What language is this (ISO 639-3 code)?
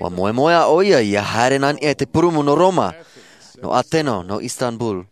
tah